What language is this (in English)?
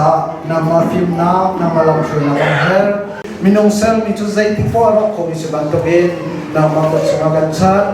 Hakha Chin